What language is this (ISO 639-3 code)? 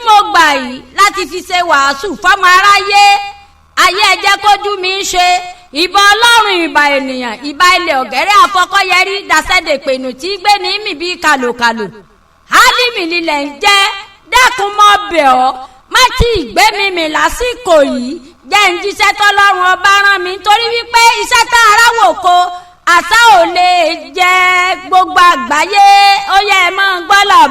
yor